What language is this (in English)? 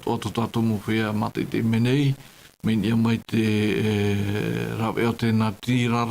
Tahitian